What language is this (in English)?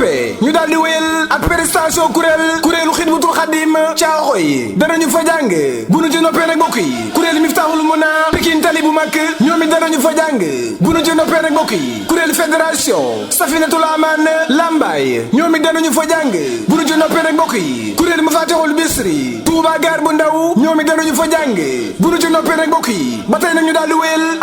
Wolof